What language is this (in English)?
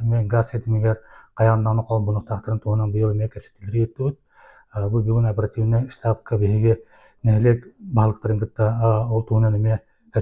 Yakut